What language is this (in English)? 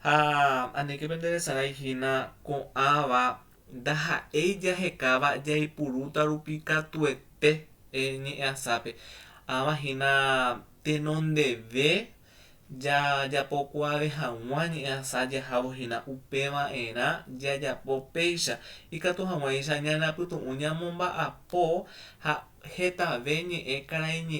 Guarani